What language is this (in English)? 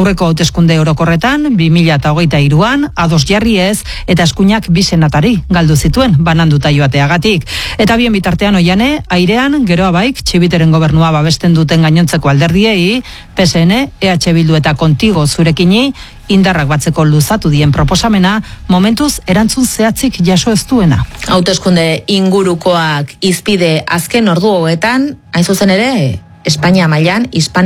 Basque